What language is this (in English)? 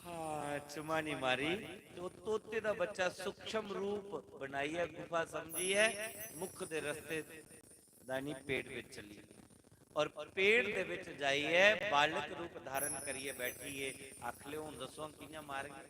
Dogri